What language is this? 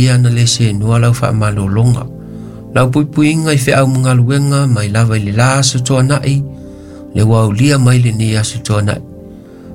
Samoan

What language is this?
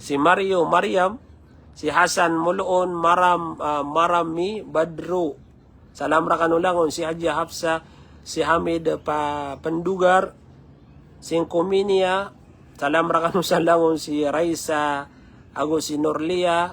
Maranao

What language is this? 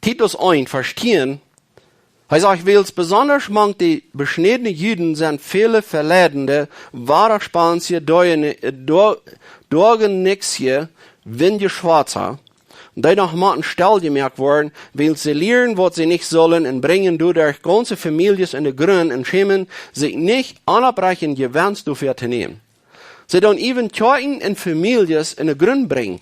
Plautdietsch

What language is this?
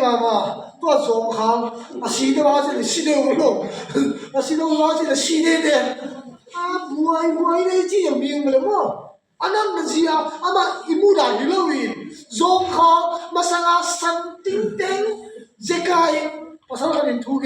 Tedim Chin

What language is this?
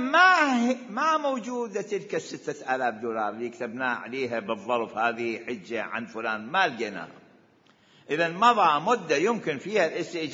Mesopotamian Arabic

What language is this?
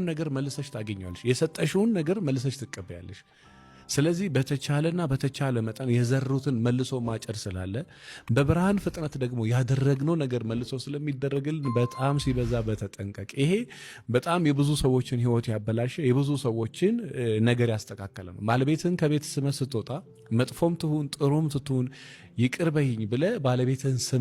Amharic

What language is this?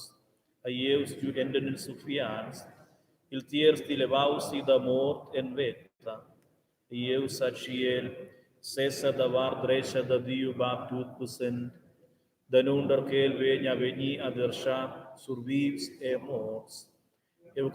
Romansh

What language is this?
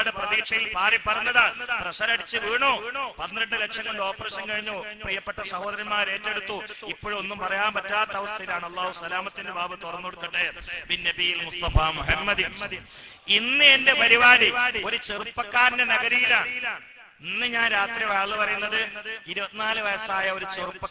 Malayalam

